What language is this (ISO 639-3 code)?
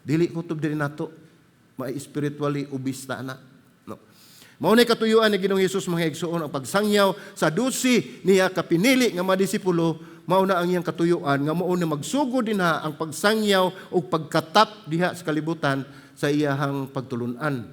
ceb